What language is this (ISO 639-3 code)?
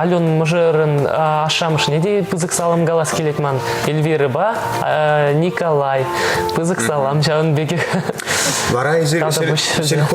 chv